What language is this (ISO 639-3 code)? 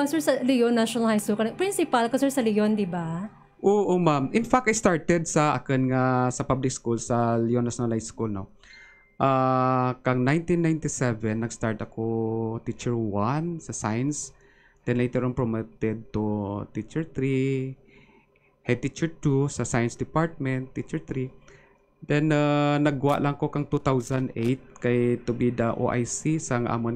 hil